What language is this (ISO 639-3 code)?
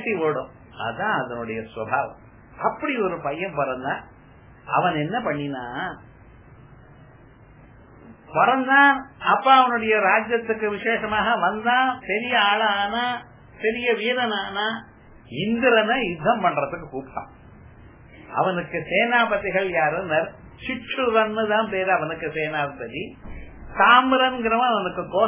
tam